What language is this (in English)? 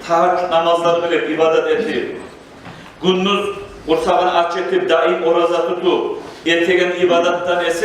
Kumyk